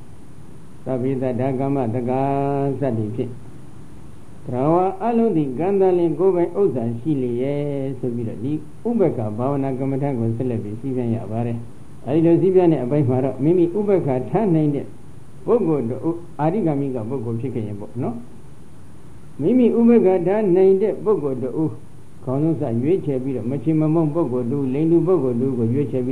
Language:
Burmese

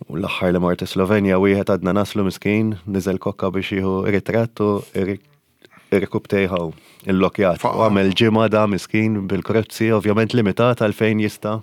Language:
Maltese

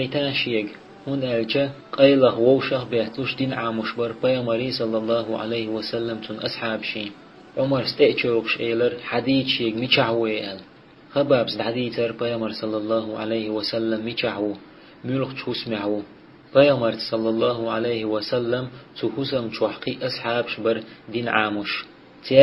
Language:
Chechen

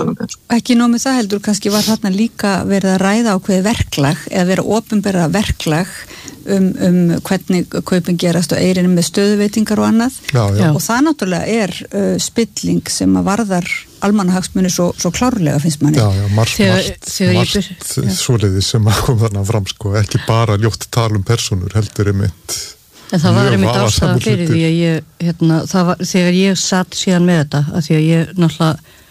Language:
Icelandic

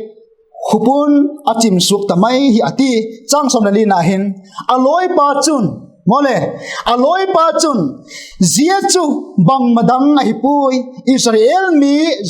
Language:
Vaiphei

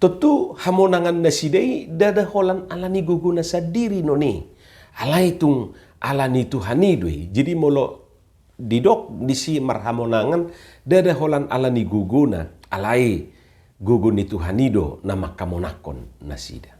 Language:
Batak Toba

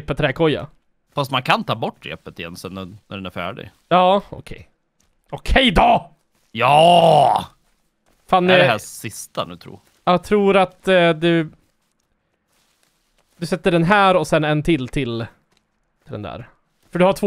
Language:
Swedish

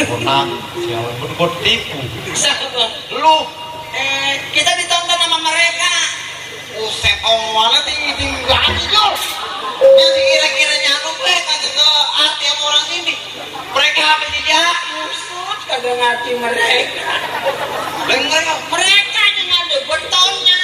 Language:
Betawi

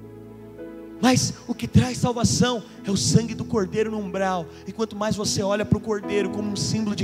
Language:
Portuguese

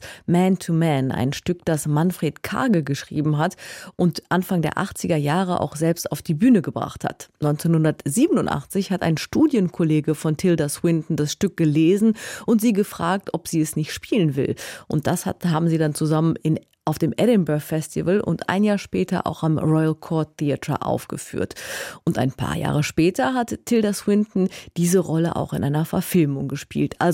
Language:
German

